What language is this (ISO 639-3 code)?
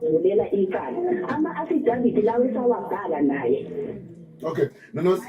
zul